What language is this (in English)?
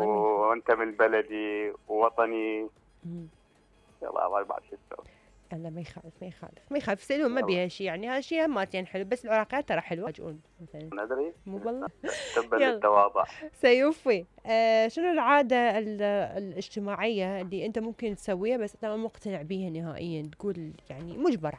Mesopotamian Arabic